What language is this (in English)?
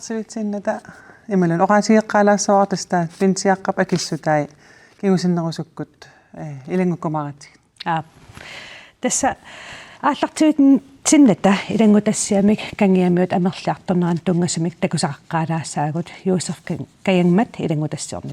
Kalaallisut